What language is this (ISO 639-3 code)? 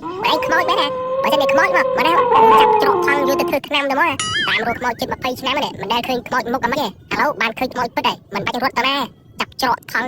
khm